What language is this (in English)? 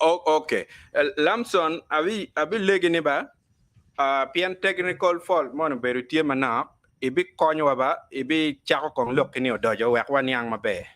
Acoli